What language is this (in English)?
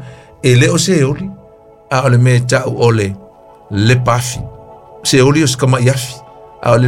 Samoan